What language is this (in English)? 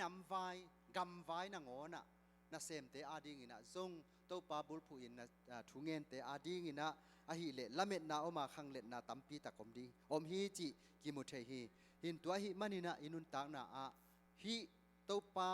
Tedim Chin